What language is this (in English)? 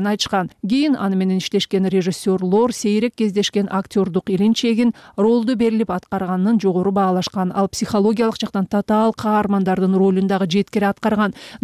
Kyrgyz